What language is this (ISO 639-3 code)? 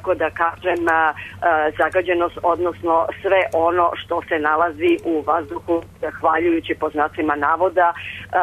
srp